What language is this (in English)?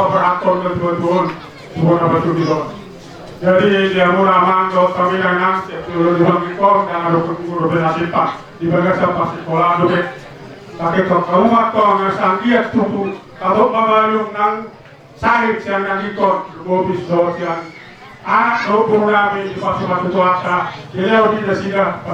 Batak Toba